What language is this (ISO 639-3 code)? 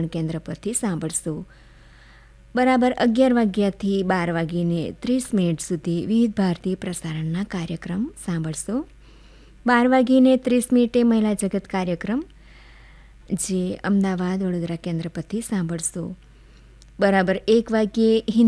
guj